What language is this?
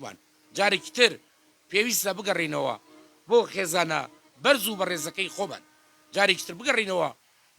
Central Kurdish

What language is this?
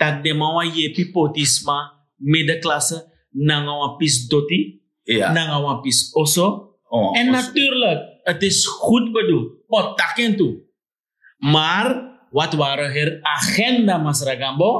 Sranan Tongo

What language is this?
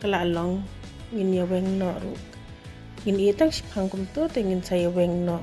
Khasi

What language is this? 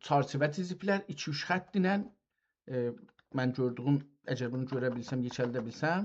South Azerbaijani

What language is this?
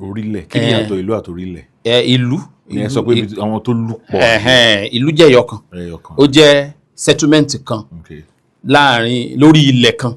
Yoruba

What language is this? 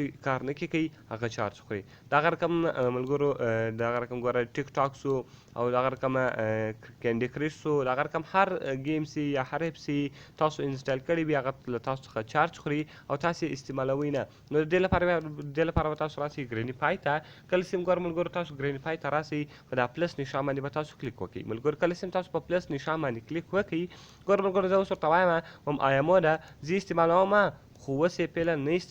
Pashto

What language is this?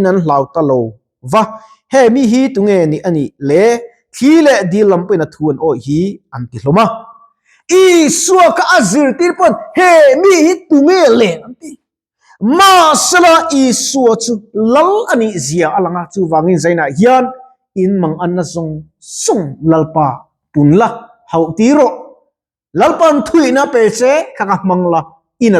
Mizo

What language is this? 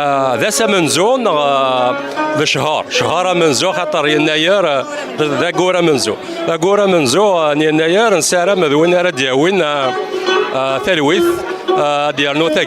Kabyle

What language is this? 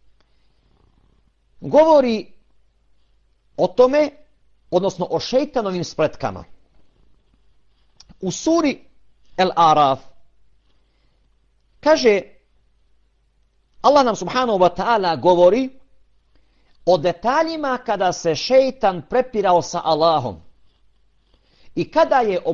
Bosnian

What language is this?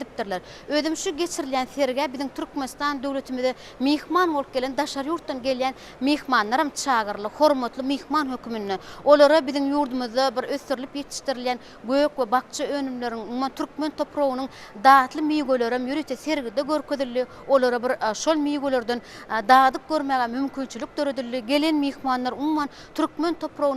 Turkmen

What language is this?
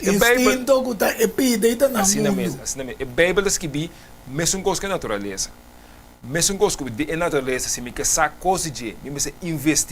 Papiamento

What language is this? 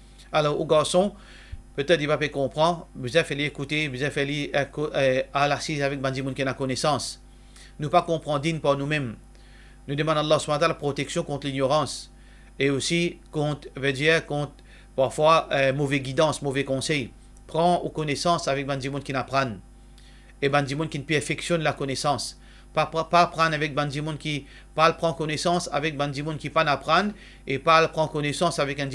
Morisyen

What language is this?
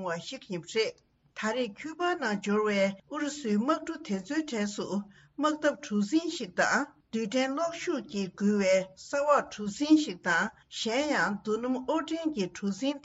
Tibetan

